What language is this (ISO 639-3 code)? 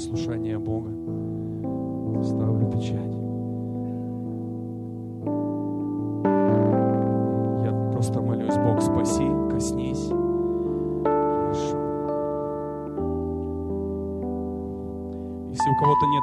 rus